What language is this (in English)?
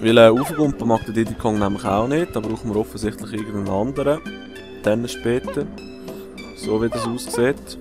Swiss German